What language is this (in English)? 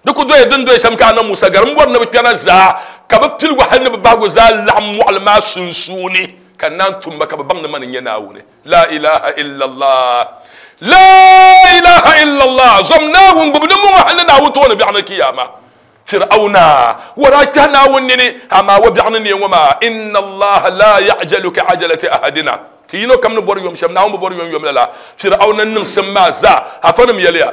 Dagbani